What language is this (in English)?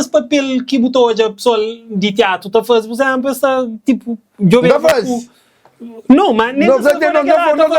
Kabuverdianu